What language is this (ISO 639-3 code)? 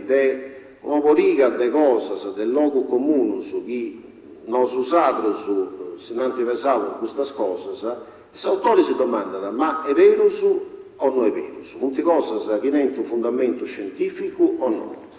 srd